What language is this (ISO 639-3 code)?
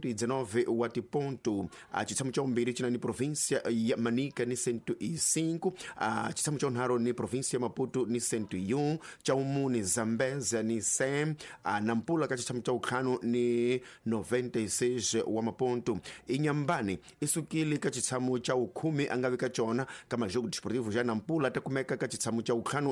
tso